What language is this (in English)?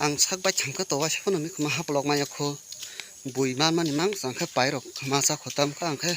Kok Borok